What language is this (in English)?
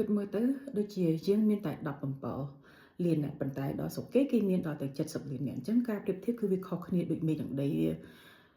Khmer